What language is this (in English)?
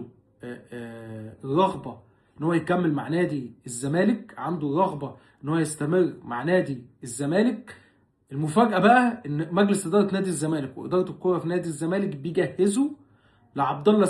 Egyptian Arabic